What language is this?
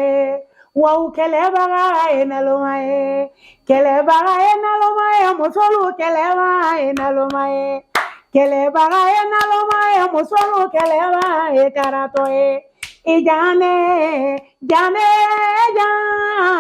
Bambara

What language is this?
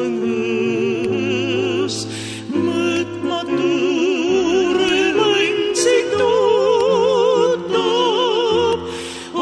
Estonian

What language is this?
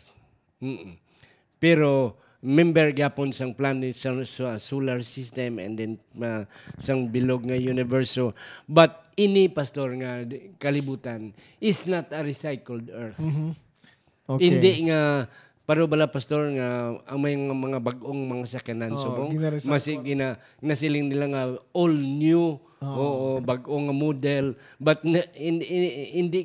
Hiligaynon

